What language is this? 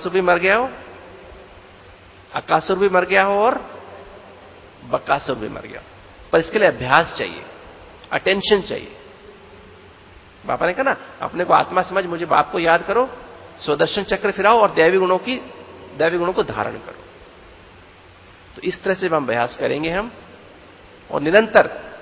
Hindi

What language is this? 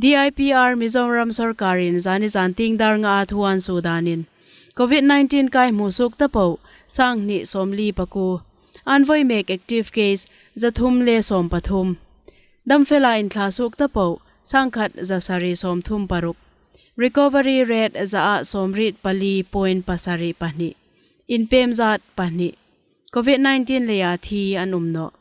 Hmar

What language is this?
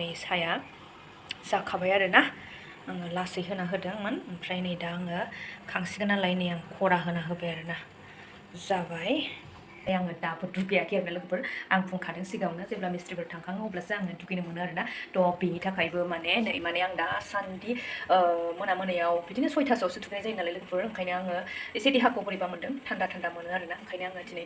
Bodo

